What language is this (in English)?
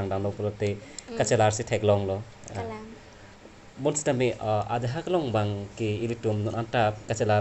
Karbi